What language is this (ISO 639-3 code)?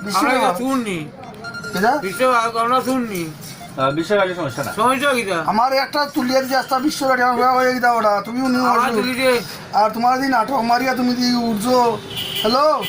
syl